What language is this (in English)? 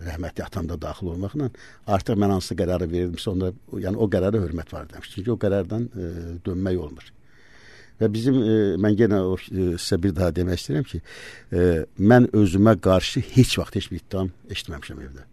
Azerbaijani